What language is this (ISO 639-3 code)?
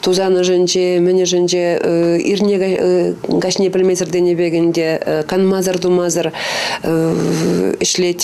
chv